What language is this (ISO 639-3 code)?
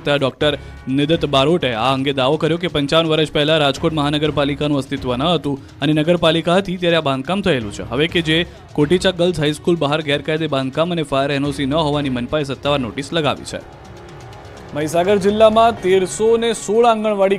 guj